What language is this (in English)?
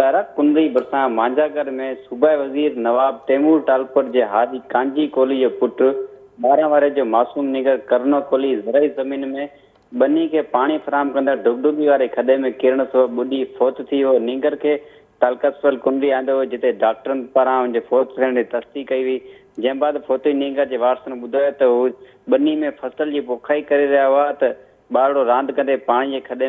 Sindhi